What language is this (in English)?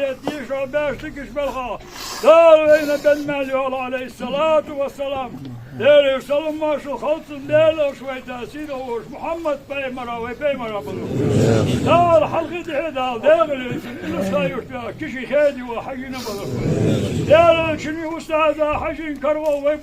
Ingush